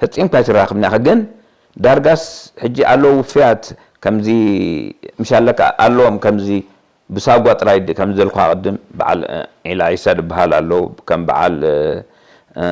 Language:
Tigrinya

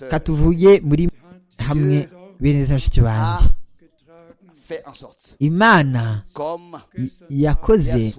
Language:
Kinyarwanda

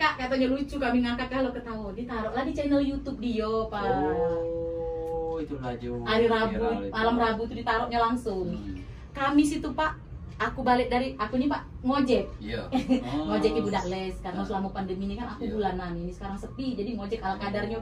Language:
Musi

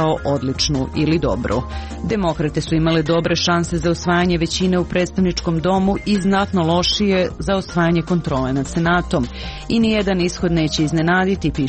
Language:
Serbian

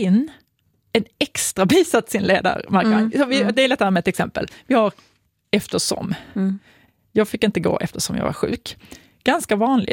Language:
Swedish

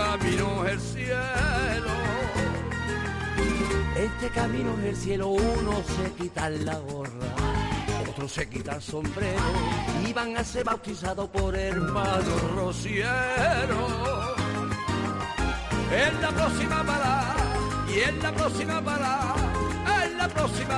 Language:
Spanish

